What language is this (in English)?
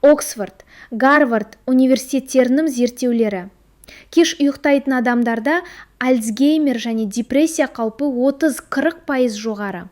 Kazakh